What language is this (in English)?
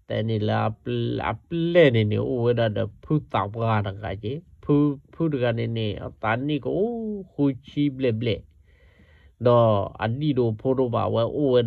S'gaw Karen